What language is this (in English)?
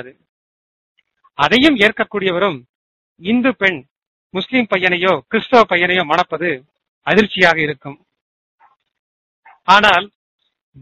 Tamil